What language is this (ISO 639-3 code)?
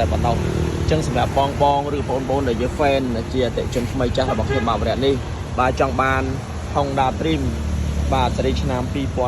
khm